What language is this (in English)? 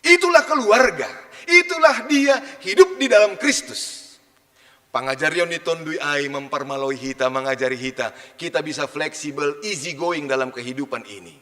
Batak Simalungun